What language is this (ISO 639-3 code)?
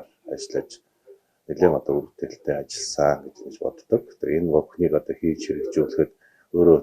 mon